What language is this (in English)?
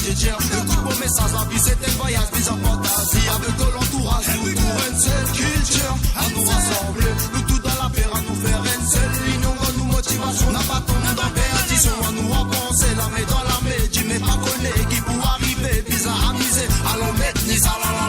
Morisyen